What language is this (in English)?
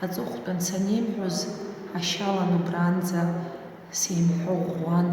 Abkhazian